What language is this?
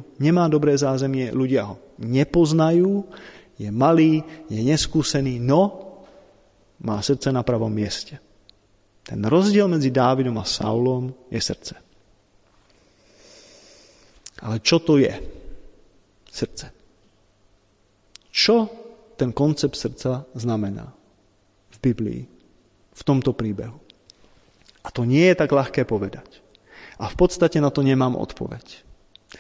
Slovak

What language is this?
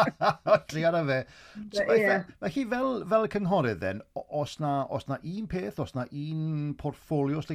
Welsh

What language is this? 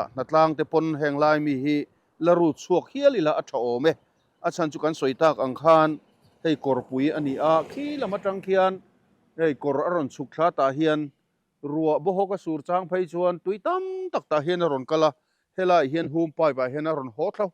Mizo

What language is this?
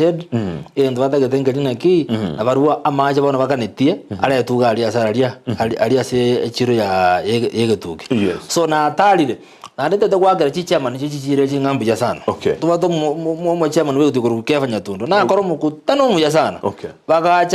Gusii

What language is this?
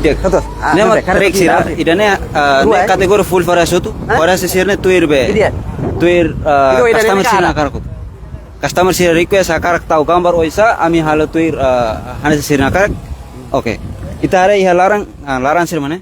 Tetum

